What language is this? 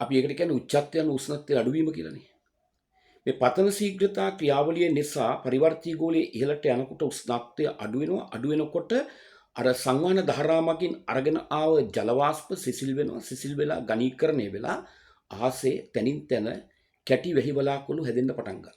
Sinhala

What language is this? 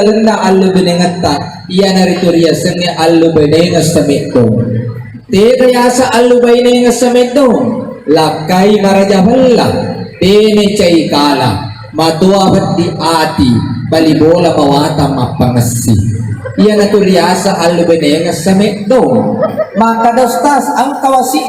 Buginese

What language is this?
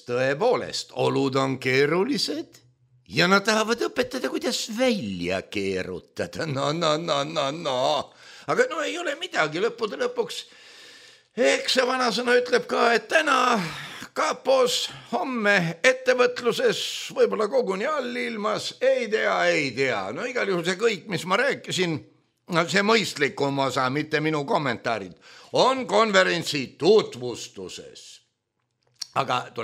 Estonian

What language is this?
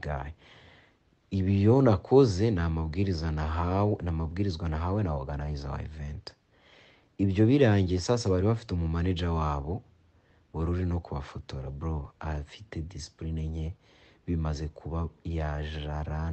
Kinyarwanda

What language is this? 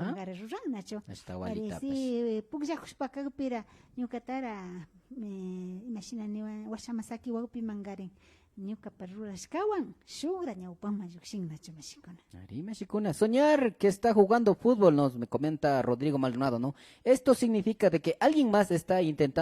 Imbabura Highland Quichua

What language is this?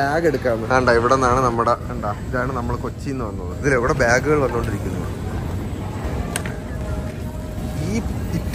Malayalam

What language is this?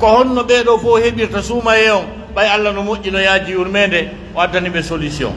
Pular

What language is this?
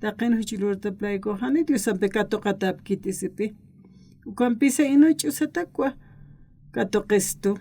Aymara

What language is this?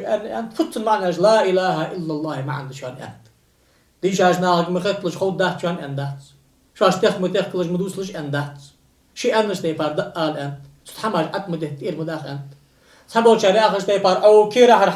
Ingush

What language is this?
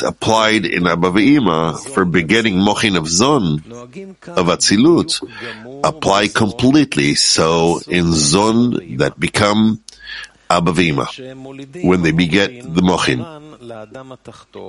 English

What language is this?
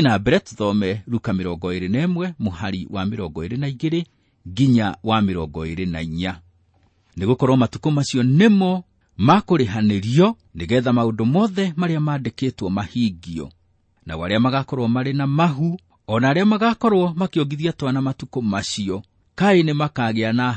Kikuyu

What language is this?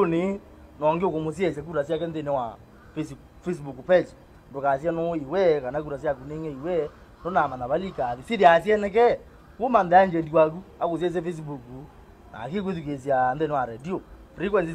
Kamba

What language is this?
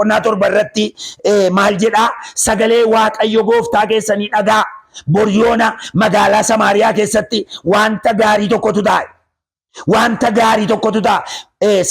Oromo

